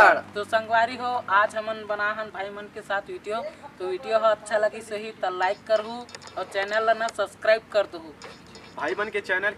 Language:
Chhattisgarhi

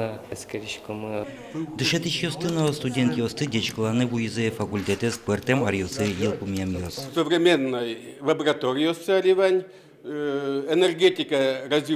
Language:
Udmurt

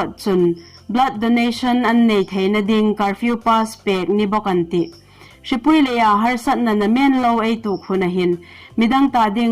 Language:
Hmar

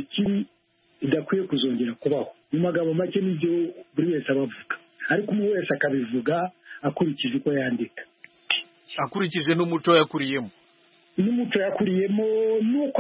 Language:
Kinyarwanda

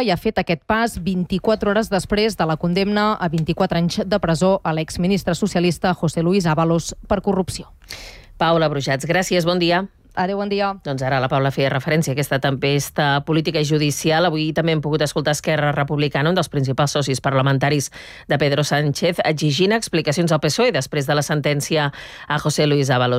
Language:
Catalan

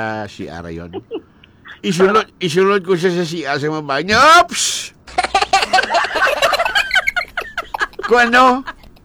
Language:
Hiligaynon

